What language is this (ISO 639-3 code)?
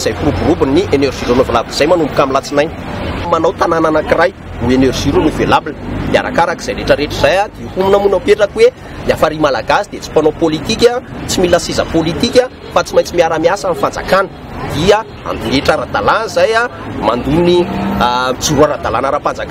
mlg